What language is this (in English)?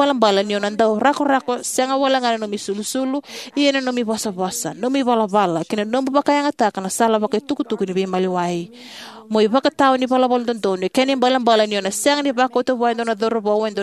Fijian